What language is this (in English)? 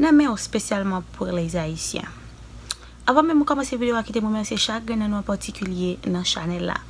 Haitian Creole